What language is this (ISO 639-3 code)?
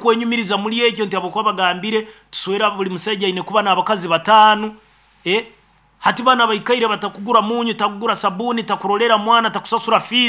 nyo